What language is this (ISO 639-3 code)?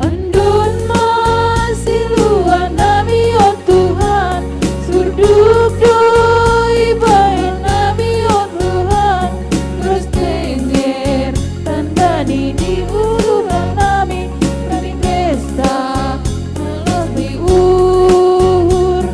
bts